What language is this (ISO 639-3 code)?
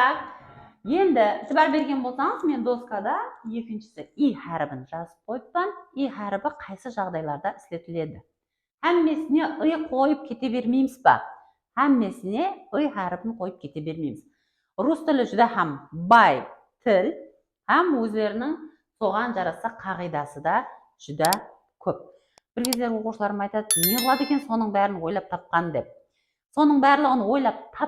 kaa